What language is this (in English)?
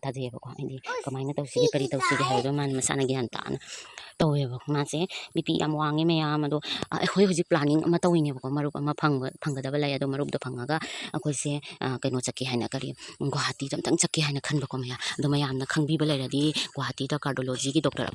Manipuri